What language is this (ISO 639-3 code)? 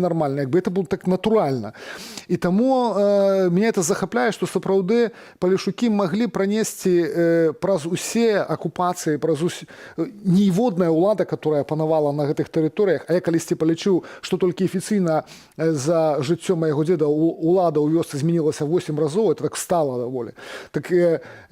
bel